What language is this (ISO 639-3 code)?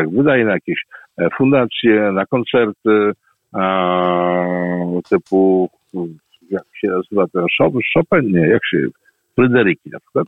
pol